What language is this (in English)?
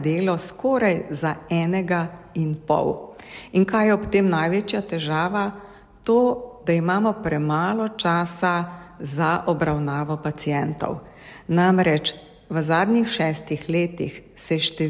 Slovenian